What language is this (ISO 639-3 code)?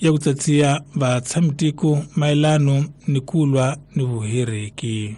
tso